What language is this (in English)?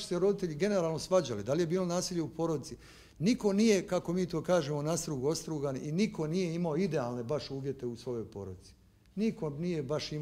Bosnian